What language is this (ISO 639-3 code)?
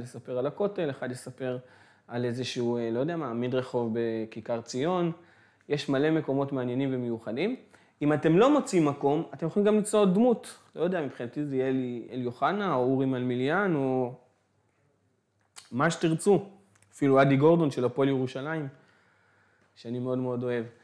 heb